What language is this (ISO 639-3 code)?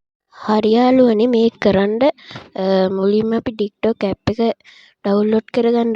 sin